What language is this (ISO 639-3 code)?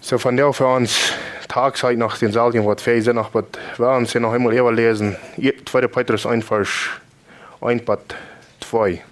pdt